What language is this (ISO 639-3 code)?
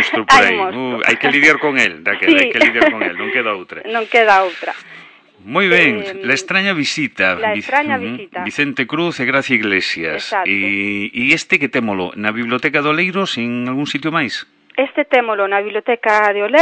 glg